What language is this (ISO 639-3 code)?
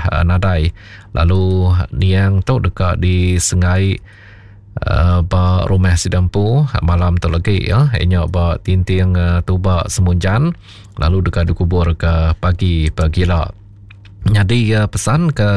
iba